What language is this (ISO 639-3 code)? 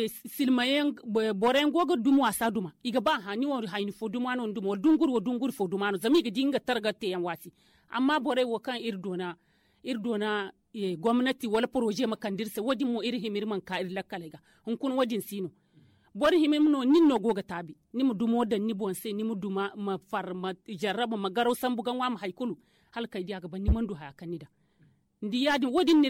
dje